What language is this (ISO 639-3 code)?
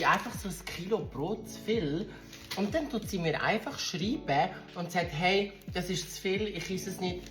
gsw